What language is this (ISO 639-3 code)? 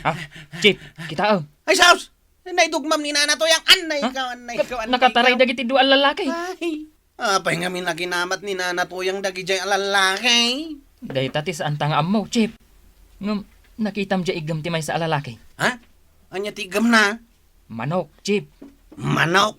ilo